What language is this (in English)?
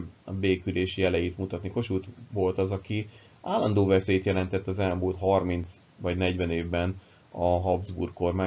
Hungarian